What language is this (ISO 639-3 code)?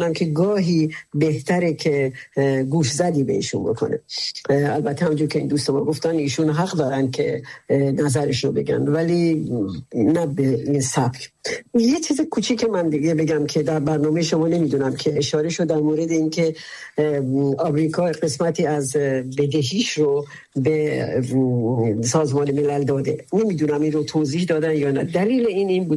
fas